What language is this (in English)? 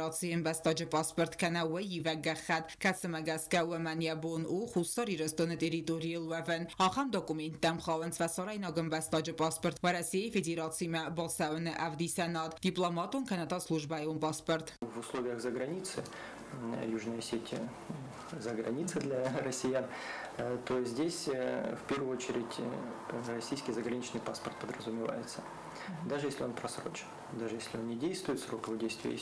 Ossetic